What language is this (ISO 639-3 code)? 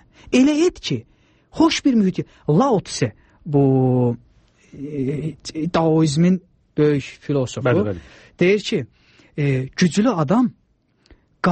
aze